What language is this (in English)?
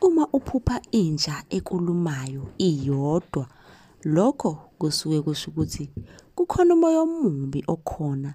Zulu